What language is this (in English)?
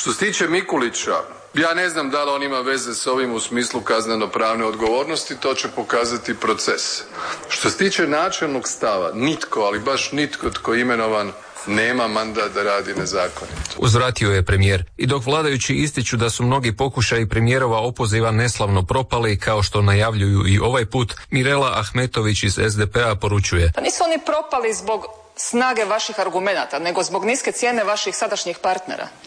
Croatian